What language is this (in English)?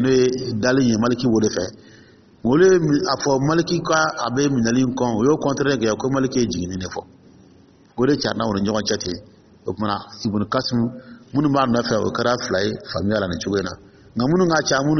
Dyula